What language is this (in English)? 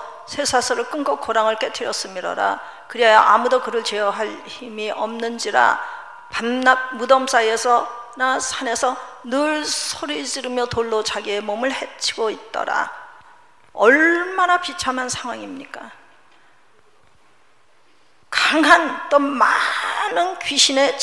Korean